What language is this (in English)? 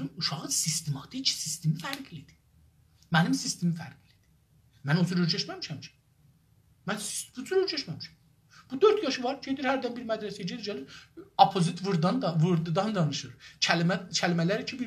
South Azerbaijani